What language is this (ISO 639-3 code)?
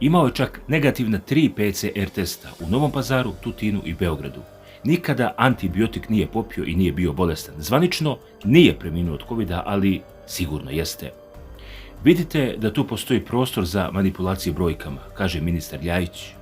srp